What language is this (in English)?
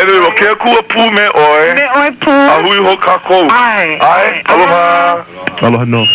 Hawaiian